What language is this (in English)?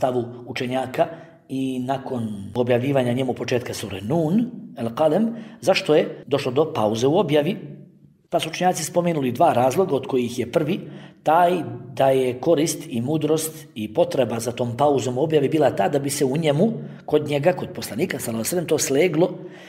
Bosnian